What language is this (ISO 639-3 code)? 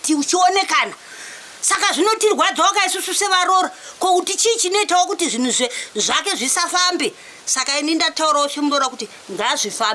sna